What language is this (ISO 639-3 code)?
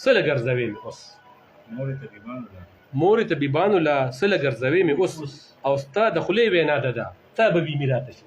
pus